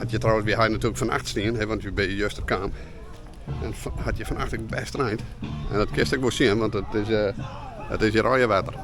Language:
Western Frisian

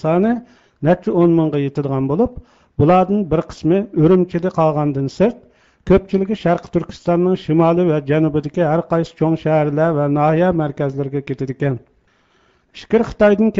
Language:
Uyghur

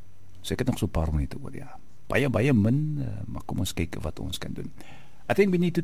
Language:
Afrikaans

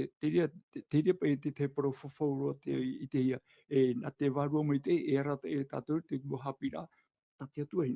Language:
Tahitian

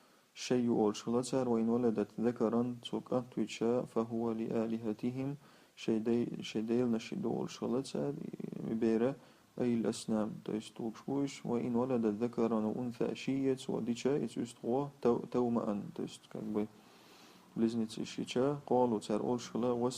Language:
Chechen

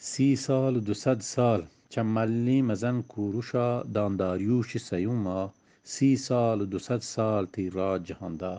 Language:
Eastern Balochi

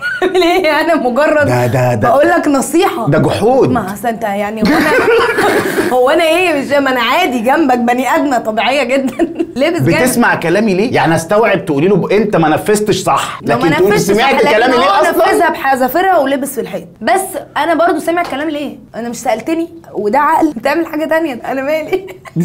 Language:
Egyptian Arabic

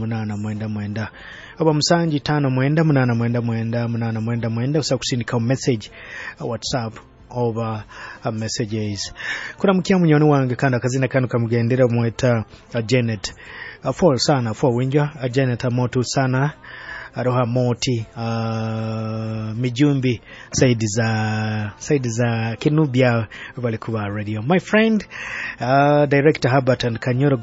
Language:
Nyoro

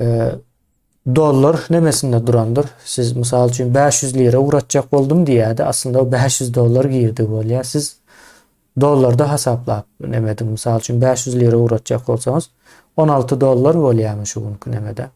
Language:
Turkmen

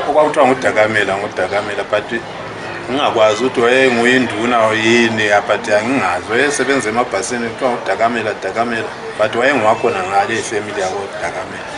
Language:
North Ndebele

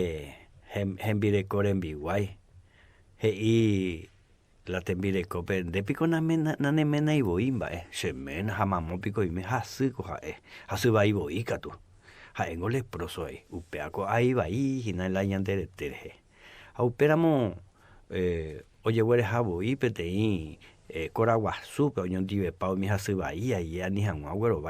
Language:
Guarani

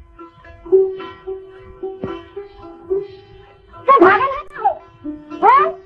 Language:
Bhojpuri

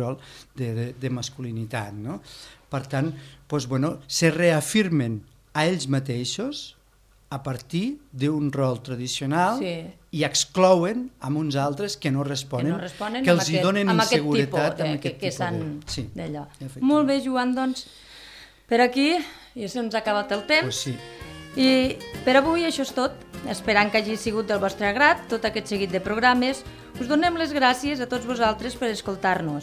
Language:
Catalan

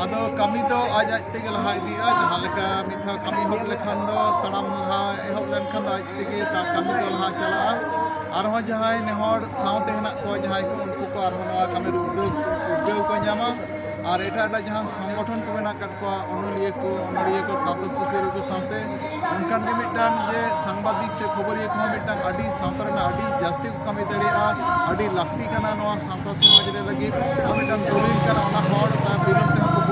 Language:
Santali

